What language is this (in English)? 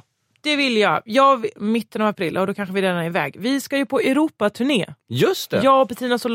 Swedish